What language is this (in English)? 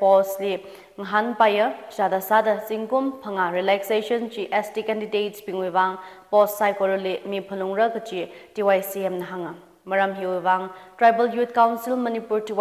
Tangkhul Naga (India)